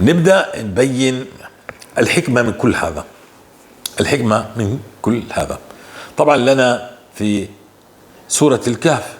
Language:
North Levantine Arabic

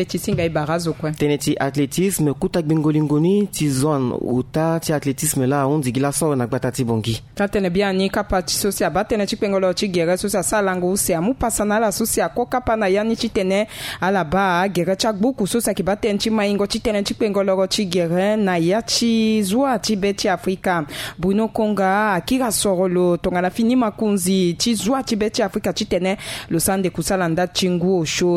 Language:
Sango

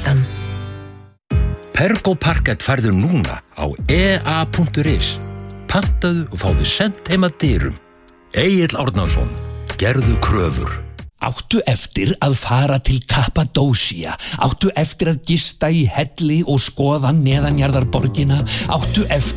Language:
Icelandic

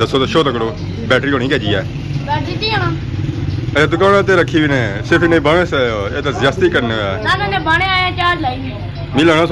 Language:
Pahari-Potwari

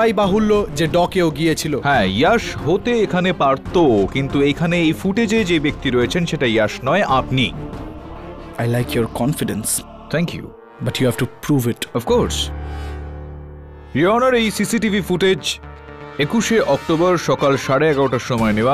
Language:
Bangla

